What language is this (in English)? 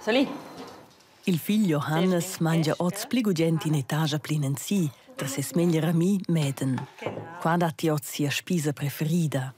Romansh